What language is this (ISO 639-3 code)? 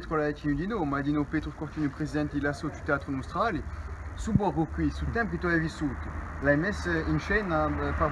cos